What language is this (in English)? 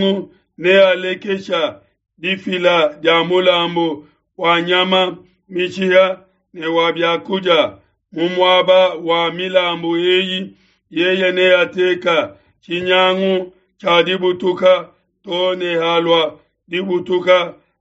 Luba-Lulua